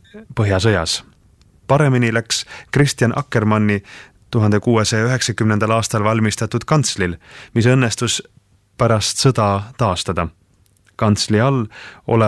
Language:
Estonian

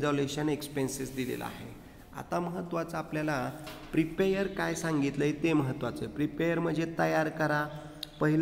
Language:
Marathi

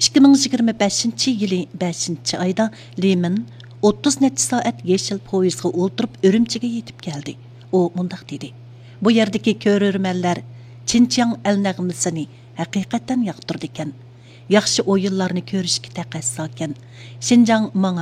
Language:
Uyghur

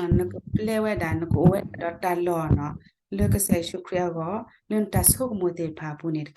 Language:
S'gaw Karen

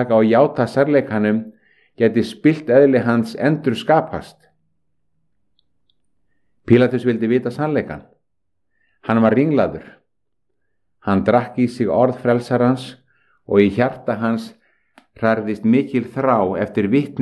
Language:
Icelandic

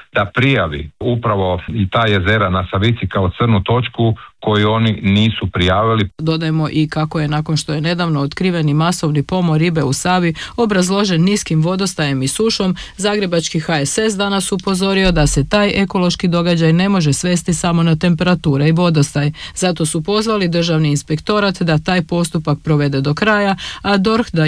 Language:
Croatian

